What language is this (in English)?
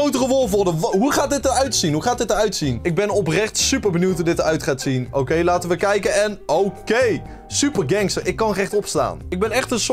Dutch